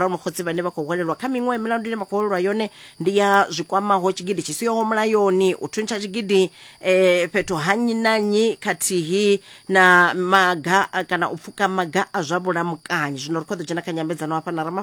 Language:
Venda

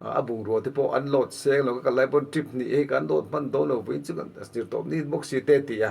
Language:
Mizo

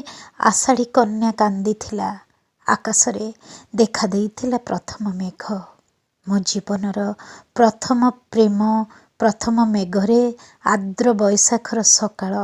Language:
Odia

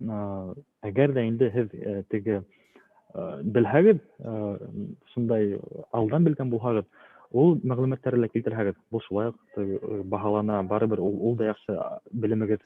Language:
Bashkir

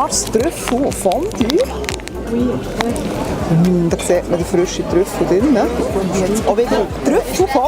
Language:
Swiss German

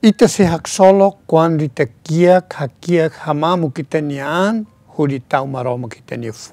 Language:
Tetum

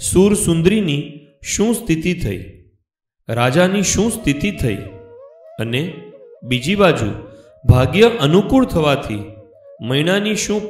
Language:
Gujarati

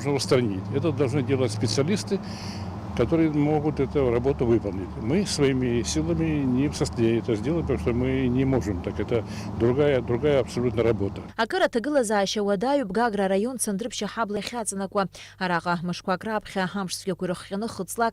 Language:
Abkhazian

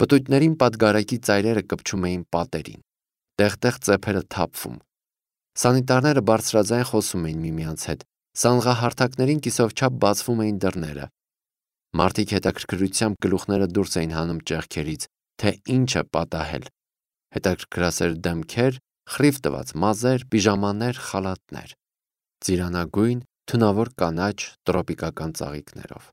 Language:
Armenian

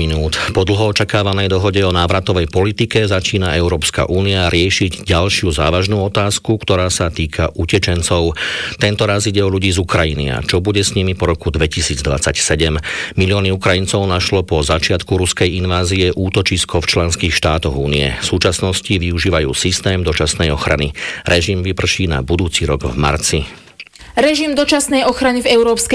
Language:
Slovak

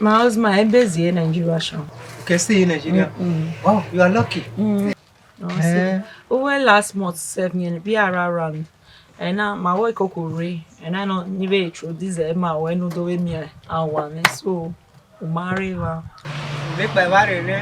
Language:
Bini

